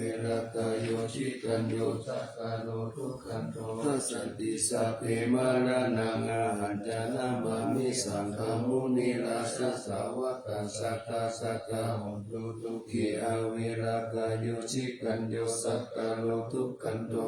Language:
Pali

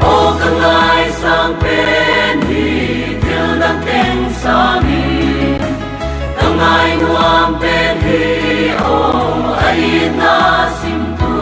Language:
Paite Chin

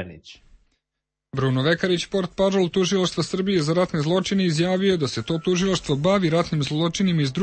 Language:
Serbian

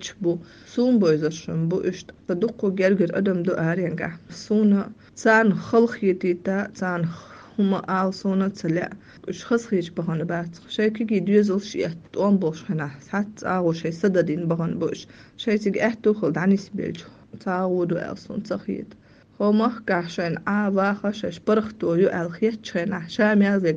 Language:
Chechen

